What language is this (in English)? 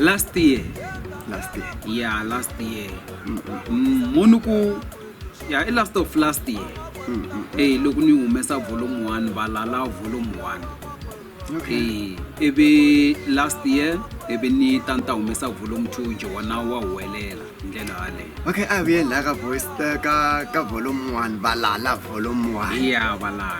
Tsonga